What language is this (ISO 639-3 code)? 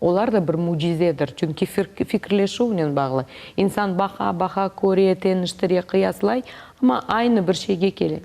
crh